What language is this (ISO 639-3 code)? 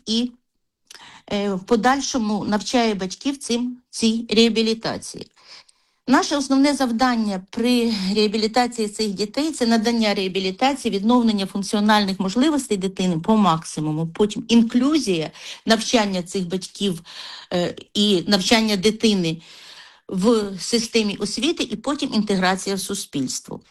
ukr